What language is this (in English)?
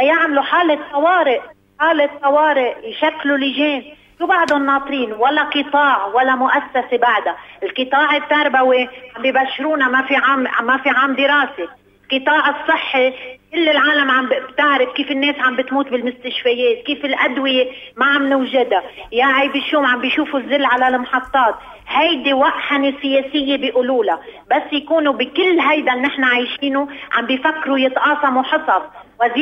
North Levantine Arabic